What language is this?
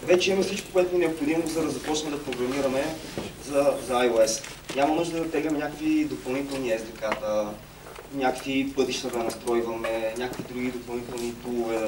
Bulgarian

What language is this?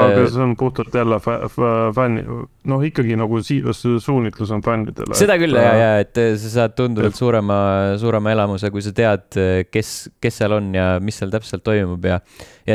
Estonian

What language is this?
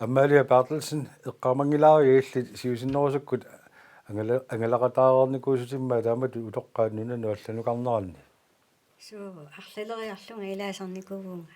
Kalaallisut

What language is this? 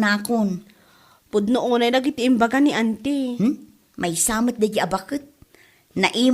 Iloko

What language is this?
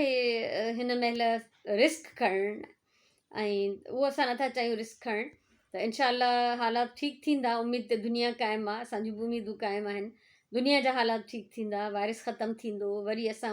Sindhi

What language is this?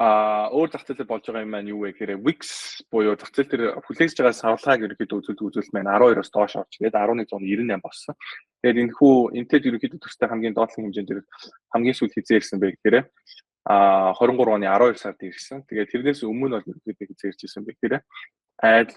Mongolian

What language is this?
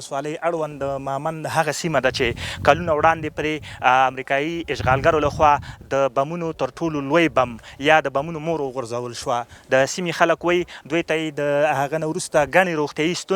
Pashto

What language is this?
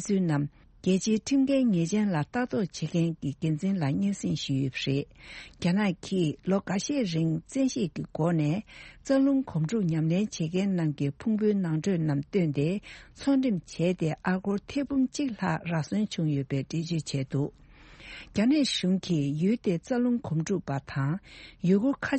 Tibetan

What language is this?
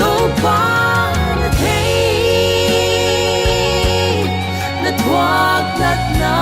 Paite Chin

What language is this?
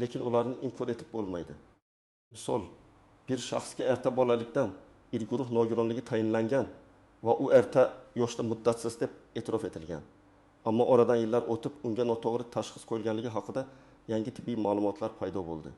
Uzbek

